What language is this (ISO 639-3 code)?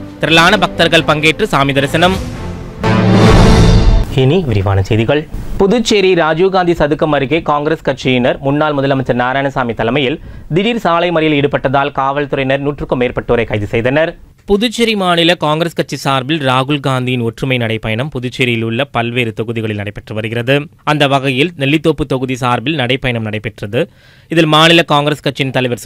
tam